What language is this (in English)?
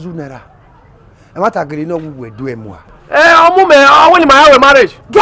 Bini